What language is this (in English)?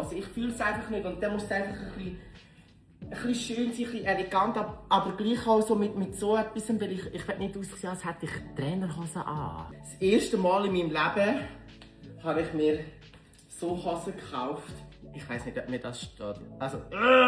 Swiss German